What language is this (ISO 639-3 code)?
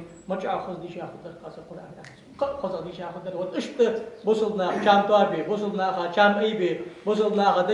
inh